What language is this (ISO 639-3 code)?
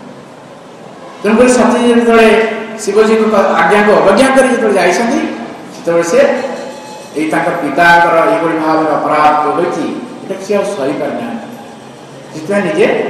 ori